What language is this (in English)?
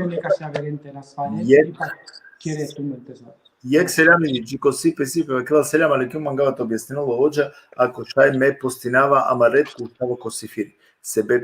Balkan Romani